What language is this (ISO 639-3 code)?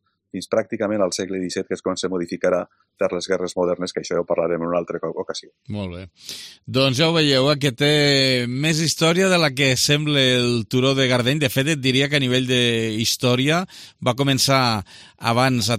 cat